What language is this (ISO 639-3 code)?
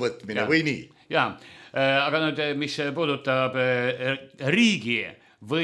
est